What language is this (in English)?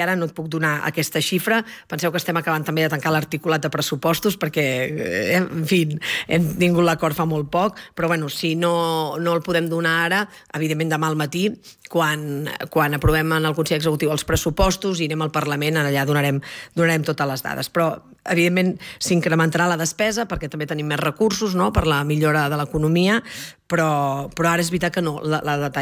Catalan